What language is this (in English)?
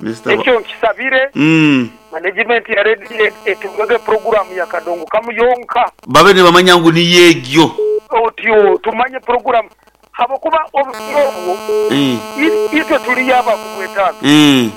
Nyoro